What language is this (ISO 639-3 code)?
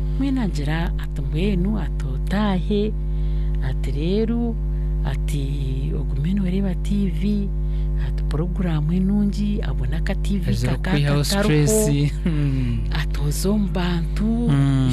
nyn